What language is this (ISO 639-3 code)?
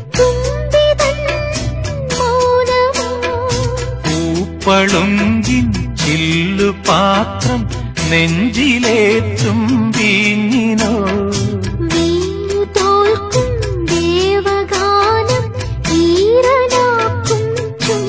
mal